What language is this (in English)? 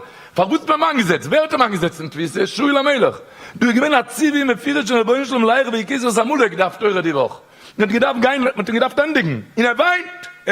Yiddish